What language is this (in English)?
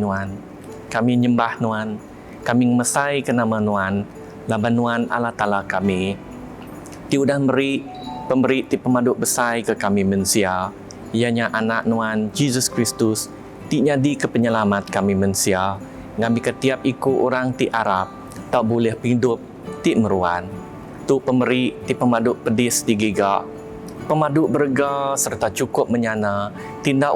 Iban